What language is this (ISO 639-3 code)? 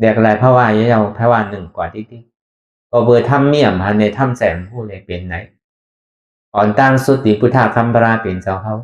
shn